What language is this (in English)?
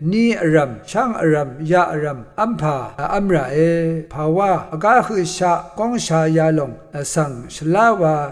Rawang